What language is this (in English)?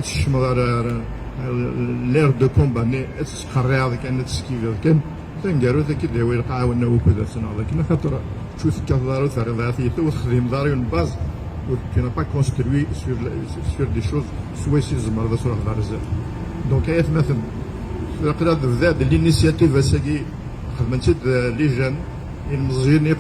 Kabyle